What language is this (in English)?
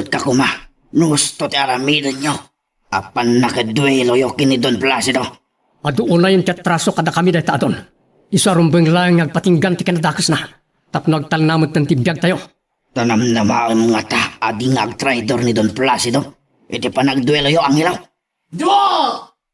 Iloko